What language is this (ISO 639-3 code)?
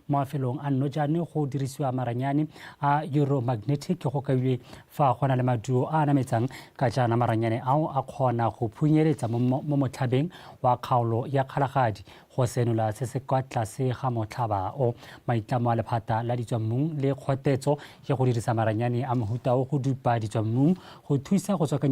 tsn